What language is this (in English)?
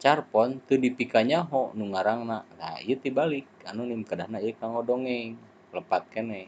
Sundanese